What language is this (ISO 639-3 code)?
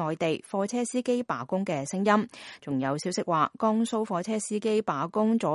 yue